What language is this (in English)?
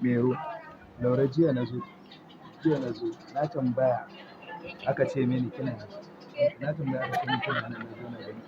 Hausa